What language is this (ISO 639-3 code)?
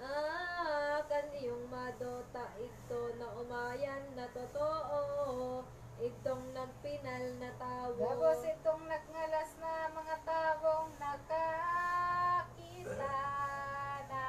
bik